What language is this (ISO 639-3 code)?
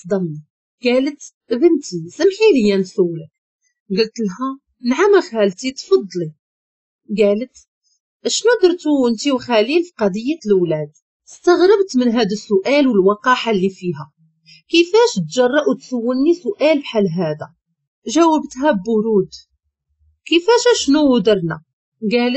ary